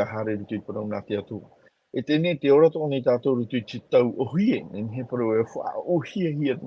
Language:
Tahitian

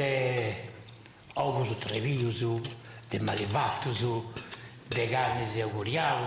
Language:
Sardinian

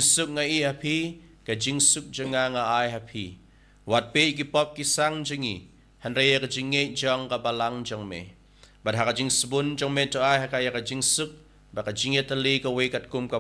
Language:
Khasi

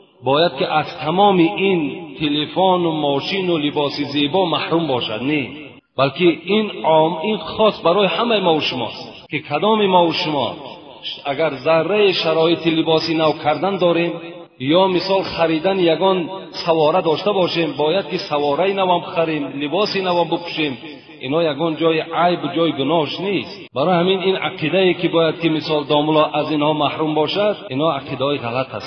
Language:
Tajik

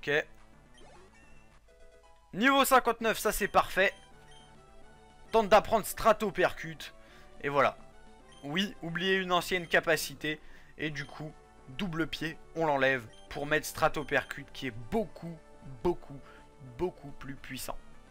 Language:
French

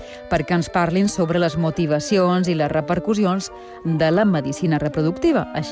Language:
Catalan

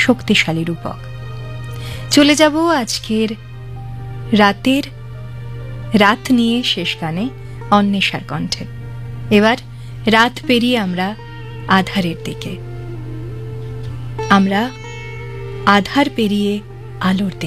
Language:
Bangla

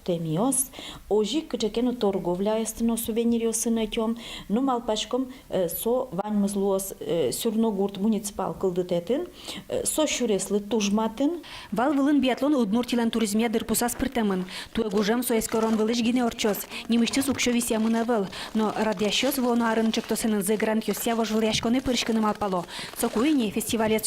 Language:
Udmurt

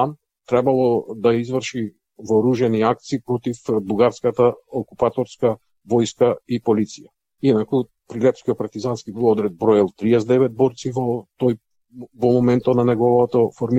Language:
Macedonian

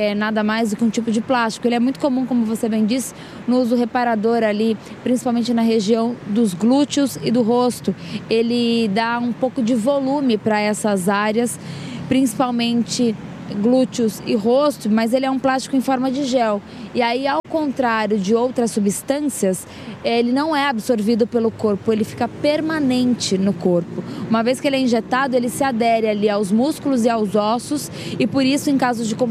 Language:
Portuguese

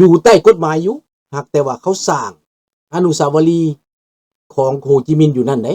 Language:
Lao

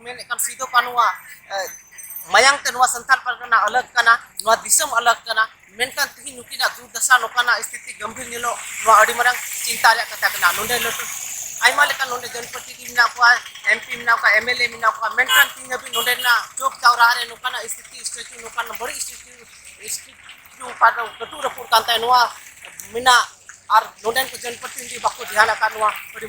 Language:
Santali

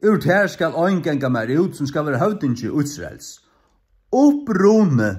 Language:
Faroese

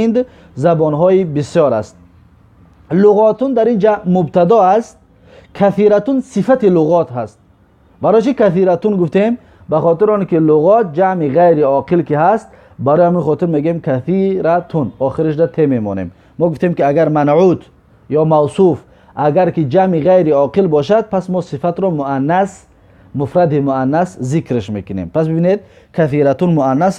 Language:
Tajik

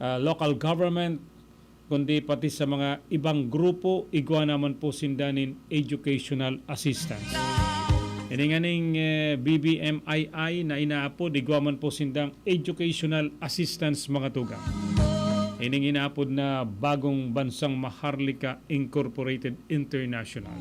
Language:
Bikol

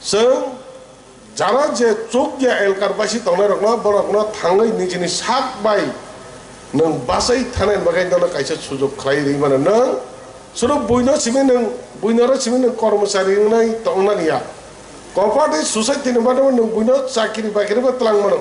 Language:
Kok Borok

